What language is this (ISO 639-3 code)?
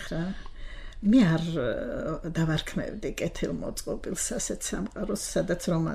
kat